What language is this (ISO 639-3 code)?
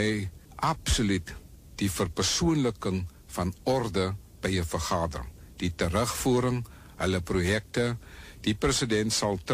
afr